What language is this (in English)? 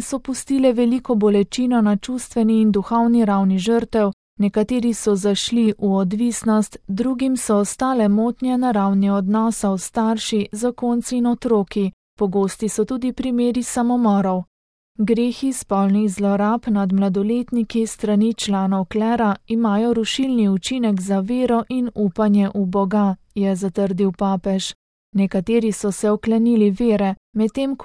Slovenian